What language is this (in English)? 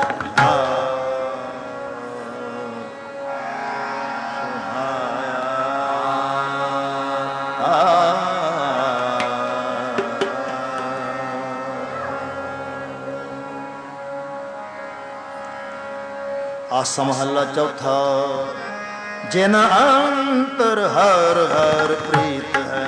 Punjabi